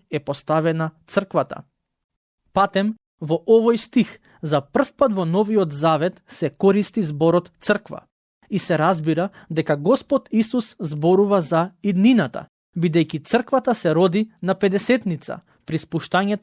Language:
Macedonian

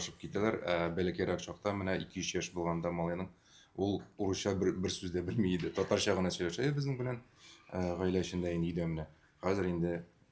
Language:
Tatar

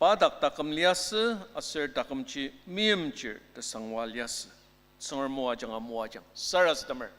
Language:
Ao Naga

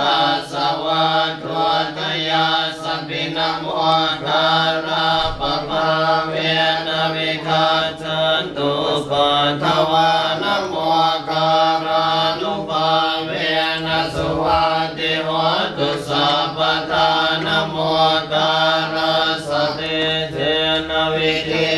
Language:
Pali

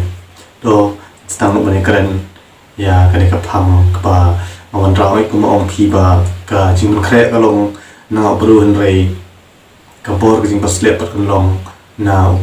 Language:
Khasi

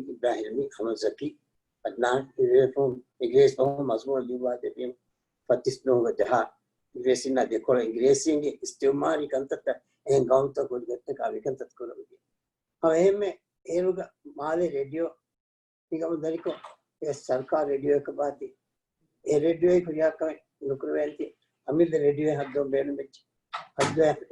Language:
Divehi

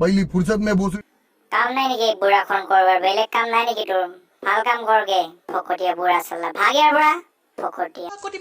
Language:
Assamese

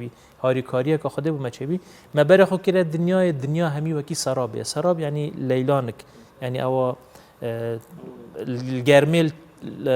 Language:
Kurdish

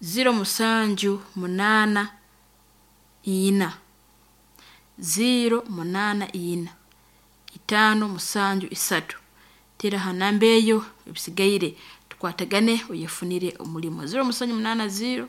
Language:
Nyoro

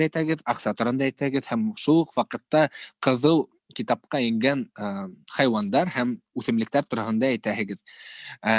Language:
Bashkir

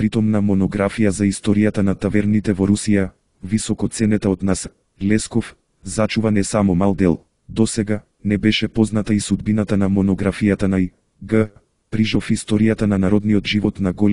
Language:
Macedonian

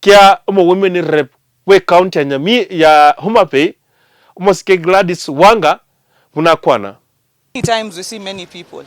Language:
Gusii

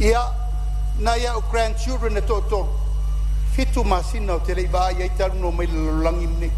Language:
Samoan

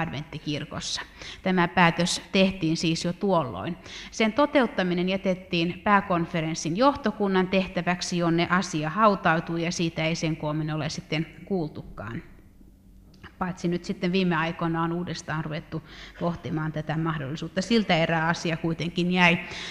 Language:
Finnish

